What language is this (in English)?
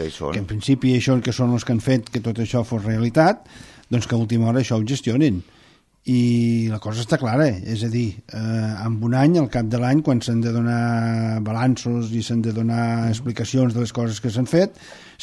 Catalan